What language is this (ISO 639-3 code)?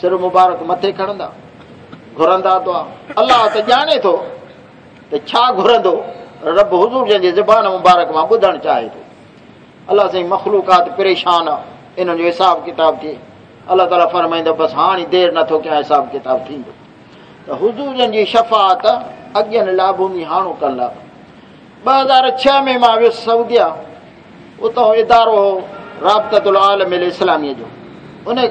skr